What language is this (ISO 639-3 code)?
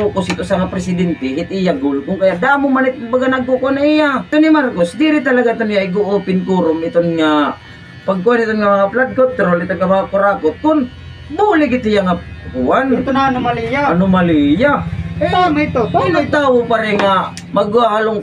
war